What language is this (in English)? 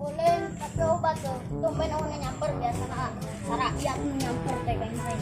Sundanese